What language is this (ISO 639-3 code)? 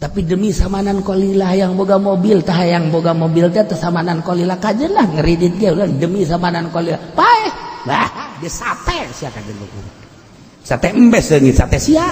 sun